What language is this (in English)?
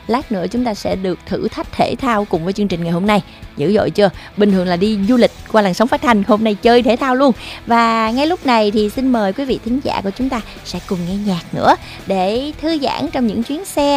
Vietnamese